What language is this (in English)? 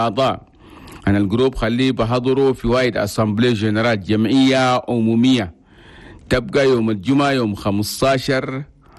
Chadian Arabic